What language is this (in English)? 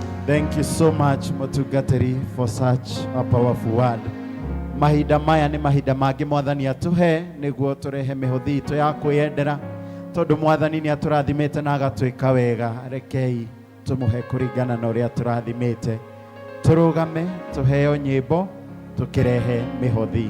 Kikuyu